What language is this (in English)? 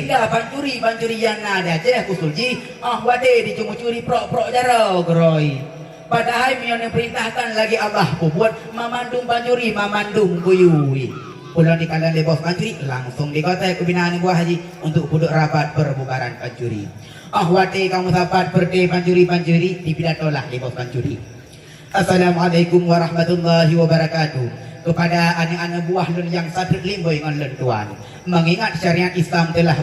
Achinese